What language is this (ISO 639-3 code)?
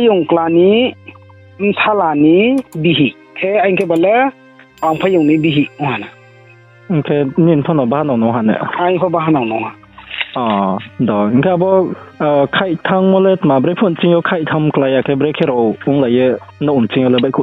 ria